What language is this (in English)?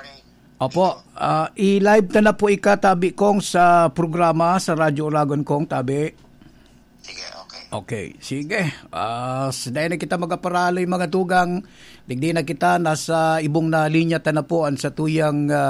Bikol